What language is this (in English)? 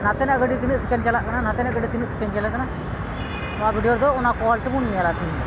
Santali